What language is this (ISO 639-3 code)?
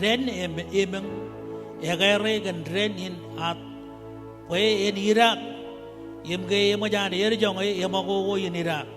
mah